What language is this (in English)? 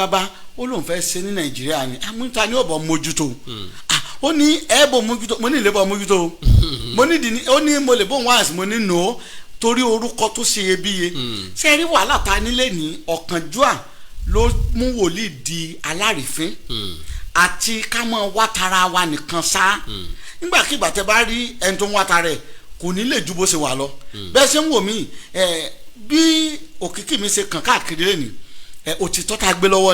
Yoruba